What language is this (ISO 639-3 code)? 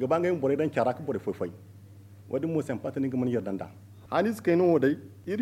dje